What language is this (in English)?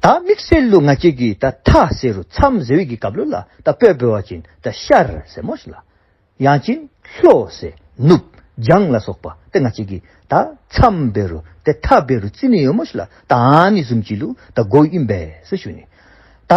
Dzongkha